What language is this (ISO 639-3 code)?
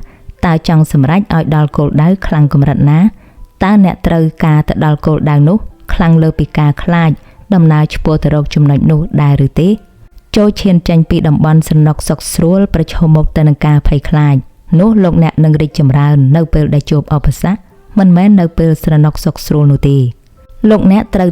khm